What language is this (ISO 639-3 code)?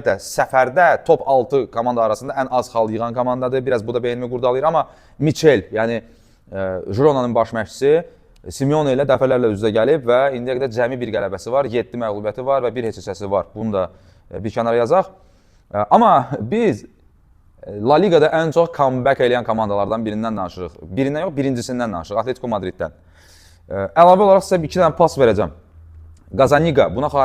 aze